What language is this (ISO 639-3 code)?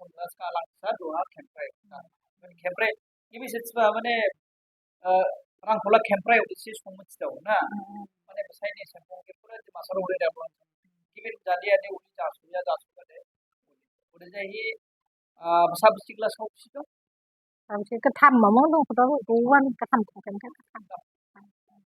dis